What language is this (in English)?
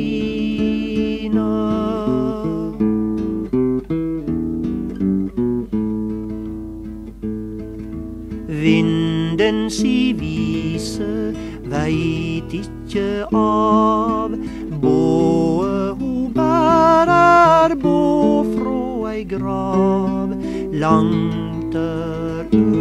Norwegian